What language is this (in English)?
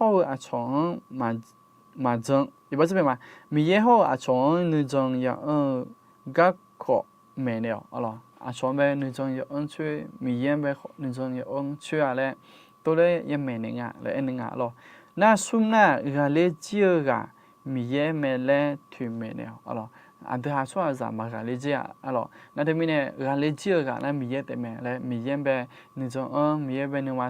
Akha